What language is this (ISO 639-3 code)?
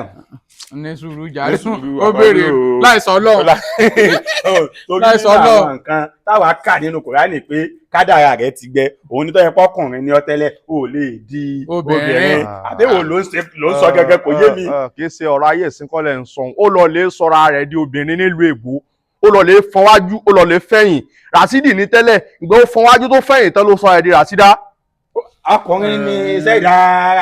yor